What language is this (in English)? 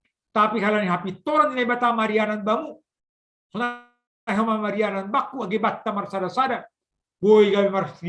Batak Simalungun